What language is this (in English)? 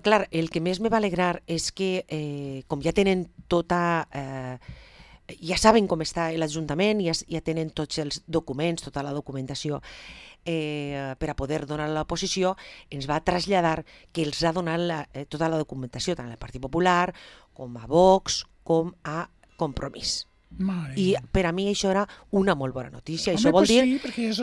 Catalan